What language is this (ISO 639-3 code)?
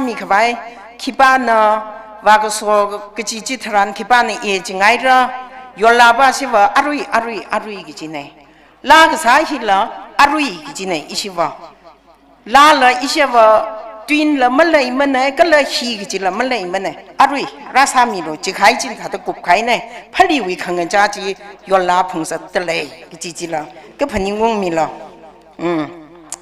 nmf